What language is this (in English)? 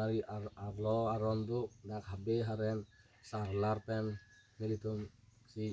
Karbi